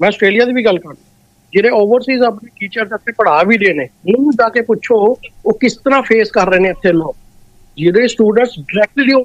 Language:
Punjabi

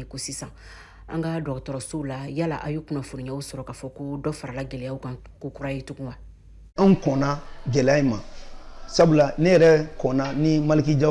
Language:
Bambara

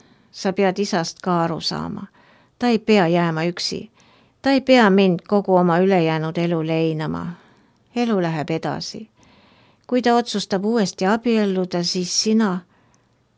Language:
Estonian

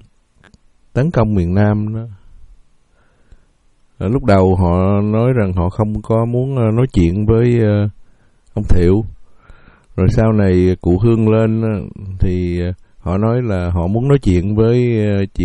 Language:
Vietnamese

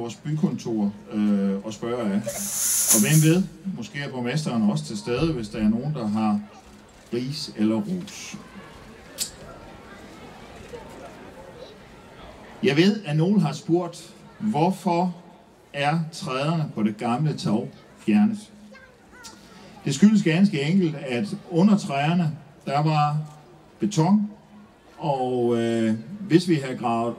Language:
Danish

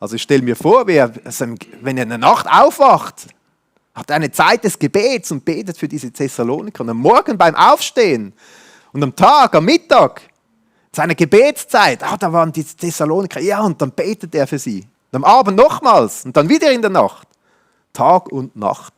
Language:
Swiss German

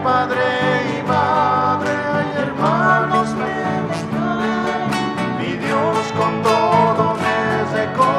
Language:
South Bolivian Quechua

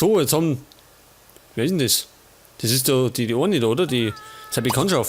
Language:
Bavarian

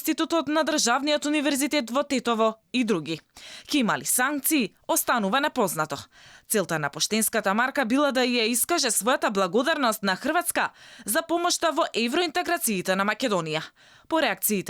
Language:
Macedonian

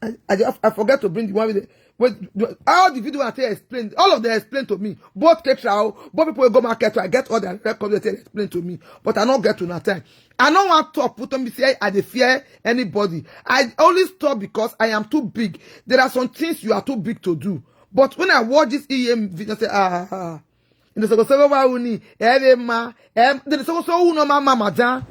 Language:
Nigerian Pidgin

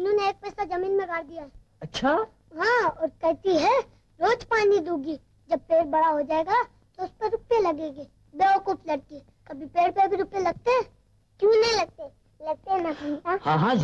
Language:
Hindi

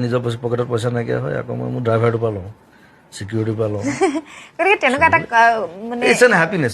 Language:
Assamese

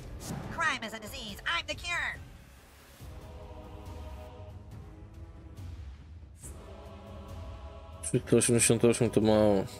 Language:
Polish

